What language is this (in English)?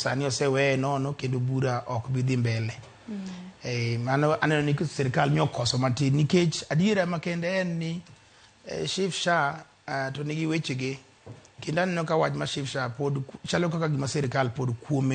Luo (Kenya and Tanzania)